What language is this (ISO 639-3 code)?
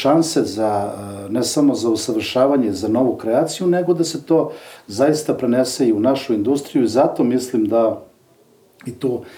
srp